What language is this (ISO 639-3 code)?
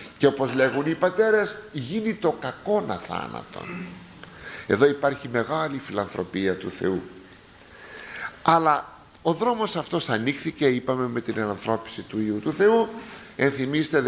ell